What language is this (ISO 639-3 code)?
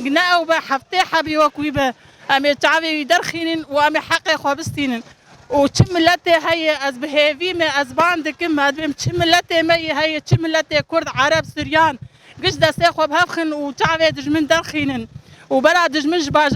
kur